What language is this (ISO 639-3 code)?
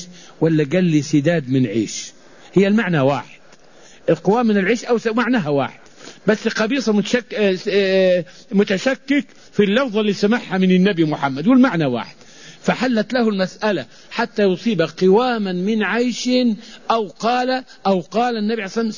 ara